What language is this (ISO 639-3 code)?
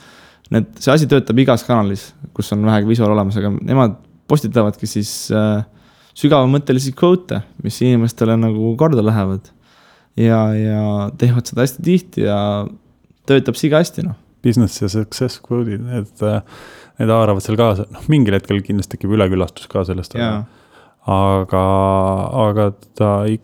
est